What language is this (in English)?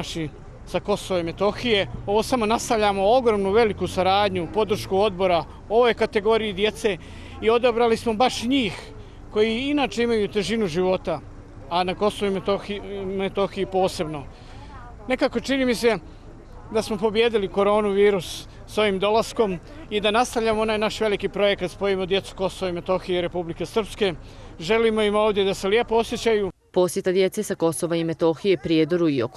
Bosnian